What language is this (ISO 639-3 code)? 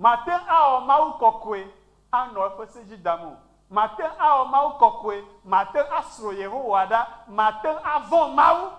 ewe